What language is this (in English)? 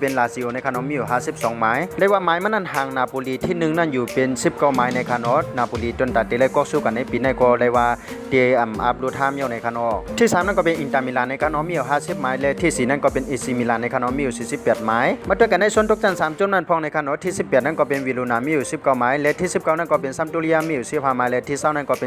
Shan